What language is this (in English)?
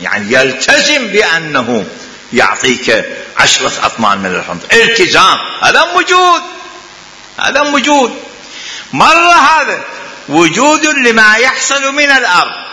Mesopotamian Arabic